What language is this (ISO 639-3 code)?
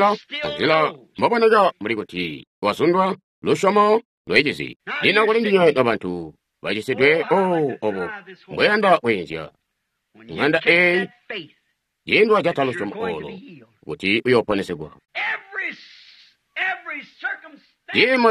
toi